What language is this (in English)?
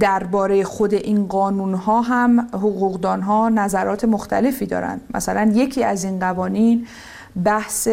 Persian